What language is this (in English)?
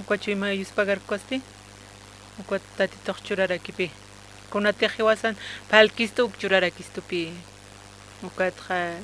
Aymara